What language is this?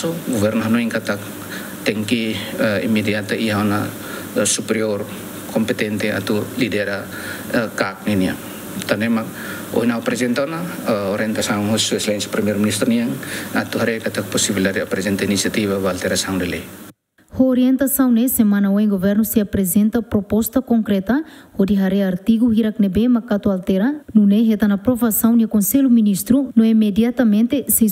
Tetum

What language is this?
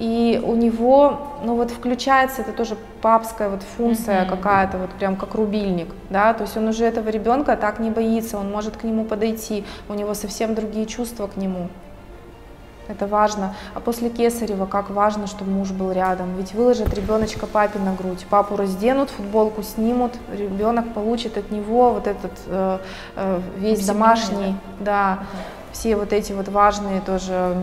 Russian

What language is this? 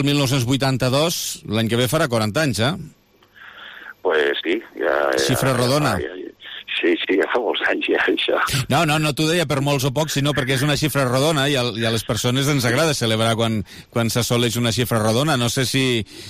Catalan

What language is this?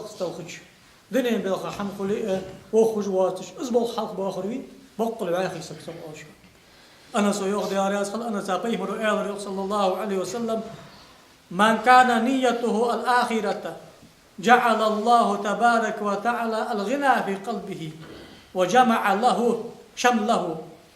Ingush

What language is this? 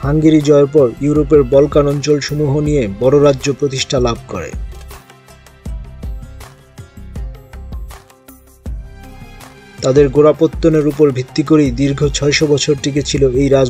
Bangla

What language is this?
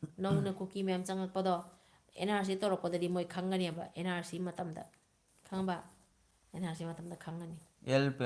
Manipuri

